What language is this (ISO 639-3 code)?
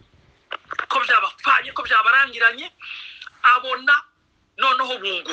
kin